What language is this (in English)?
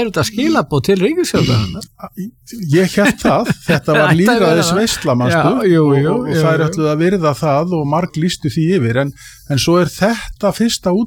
Icelandic